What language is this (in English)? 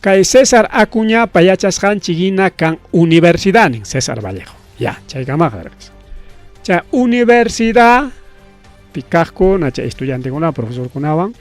Ayacucho Quechua